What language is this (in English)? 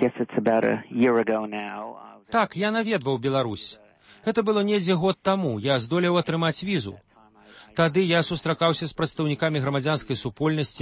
Belarusian